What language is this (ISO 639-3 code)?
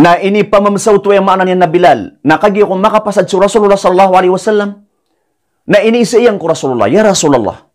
mrw